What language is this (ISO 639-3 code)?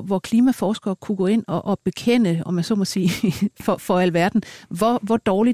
dan